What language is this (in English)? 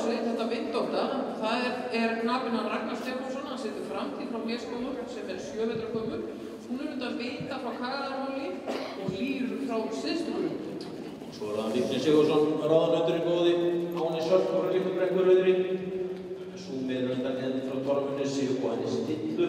Icelandic